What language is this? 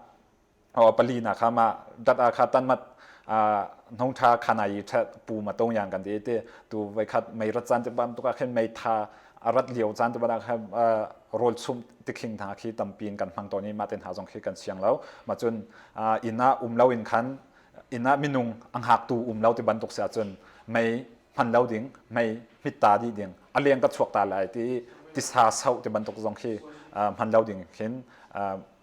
Hakha Chin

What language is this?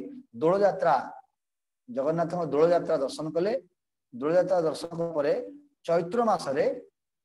Odia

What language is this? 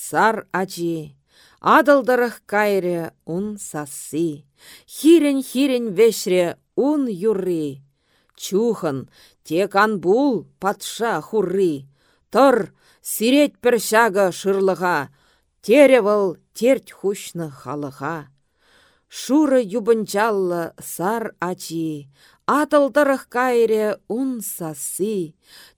Chuvash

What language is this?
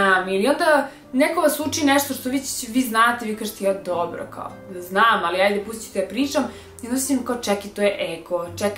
Serbian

